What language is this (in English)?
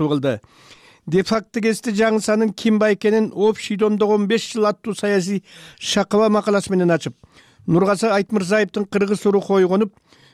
Kyrgyz